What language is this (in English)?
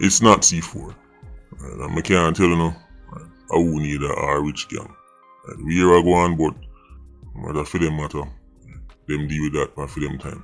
Jamaican Creole English